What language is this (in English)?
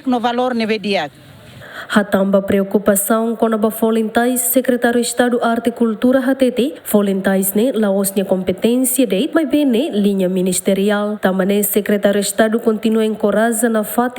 Tetum